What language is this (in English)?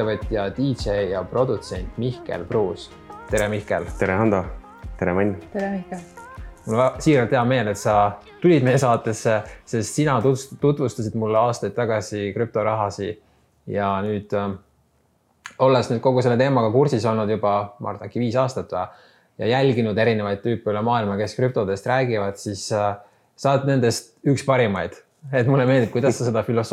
Estonian